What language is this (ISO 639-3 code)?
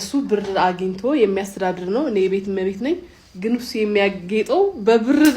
amh